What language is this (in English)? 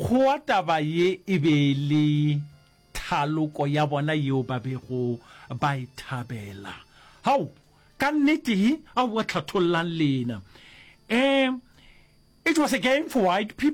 Northern Sotho